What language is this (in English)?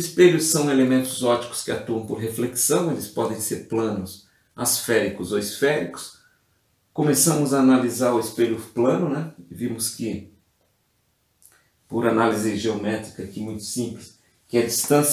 Portuguese